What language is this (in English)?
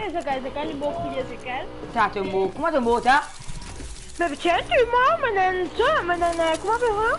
Morisyen